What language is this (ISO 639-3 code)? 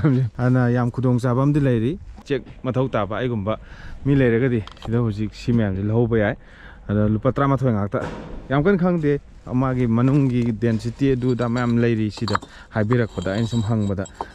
mni